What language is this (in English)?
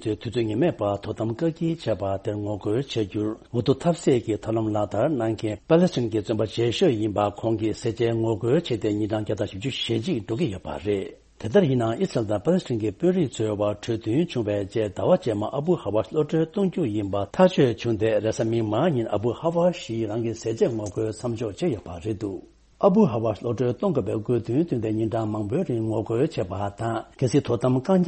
Tibetan